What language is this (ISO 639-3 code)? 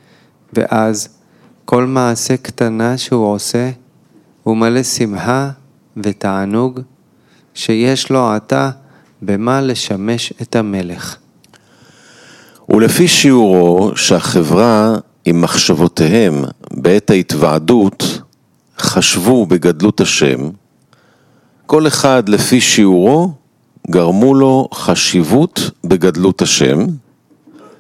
heb